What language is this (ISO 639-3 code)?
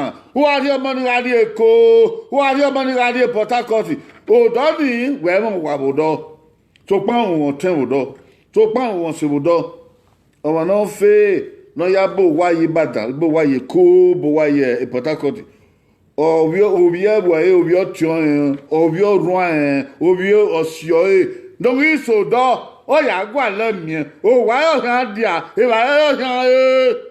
bin